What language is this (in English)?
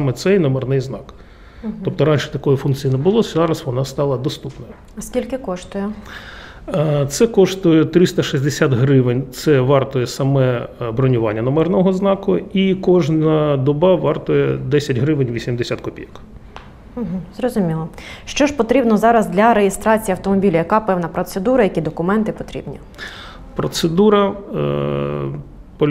Ukrainian